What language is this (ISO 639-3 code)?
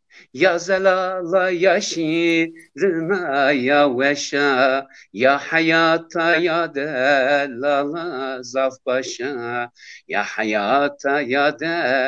zza